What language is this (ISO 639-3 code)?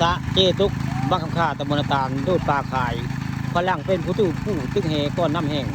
tts